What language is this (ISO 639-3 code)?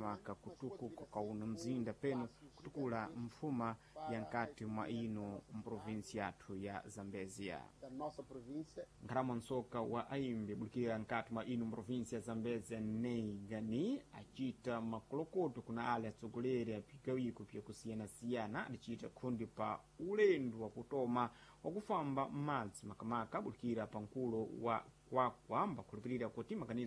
seh